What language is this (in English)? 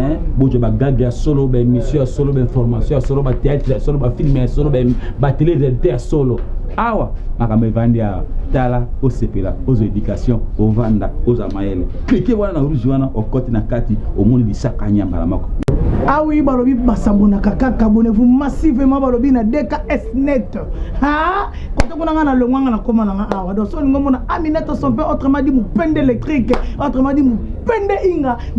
Lingala